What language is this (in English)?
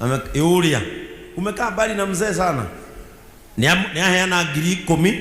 Kikuyu